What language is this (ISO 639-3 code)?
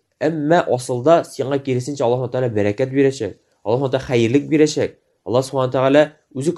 tat